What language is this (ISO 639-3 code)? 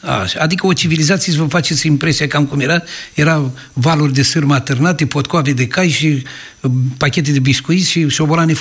ron